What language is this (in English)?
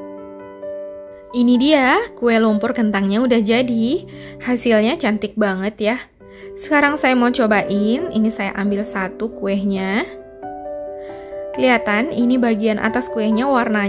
Indonesian